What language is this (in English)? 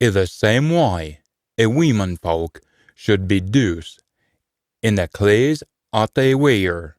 Scots